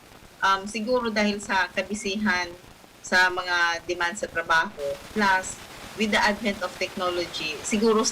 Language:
Bikol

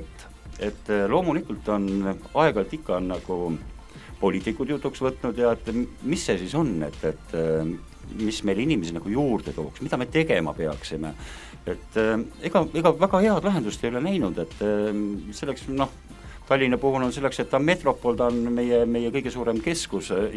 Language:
Estonian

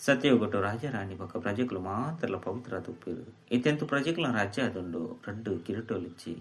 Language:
Tulu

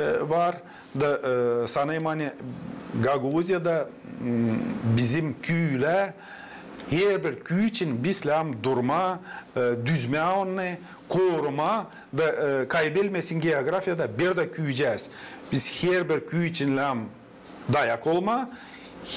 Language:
Gagauz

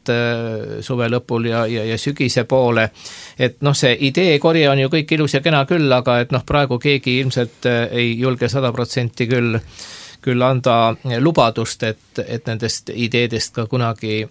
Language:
Estonian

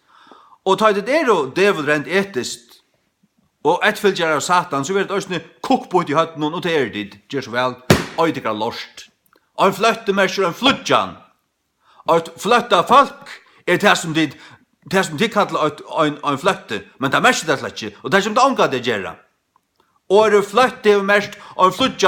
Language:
Faroese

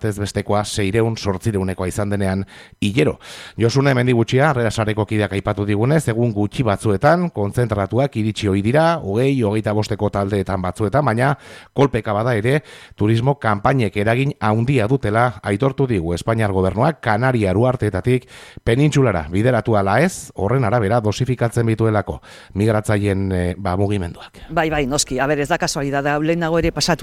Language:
Basque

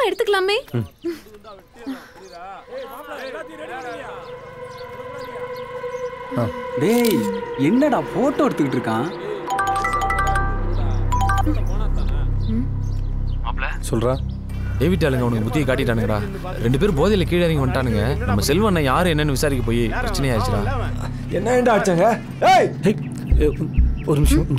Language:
Tamil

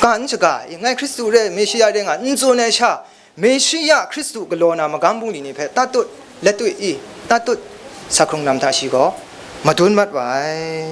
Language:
Kachin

